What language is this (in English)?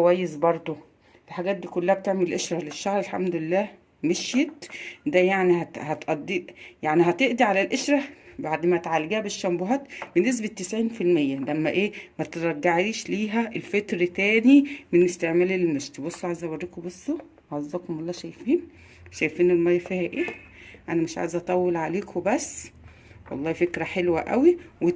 Egyptian Arabic